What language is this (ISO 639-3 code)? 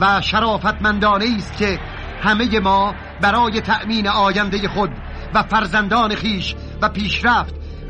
fas